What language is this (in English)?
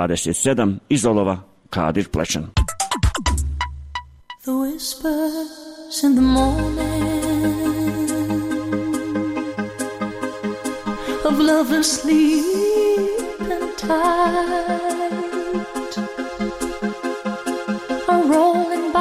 Bosnian